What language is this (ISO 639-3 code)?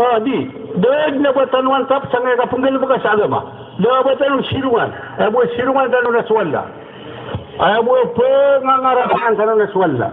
mrw